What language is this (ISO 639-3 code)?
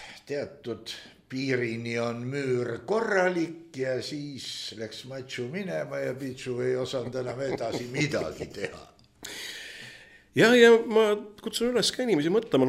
est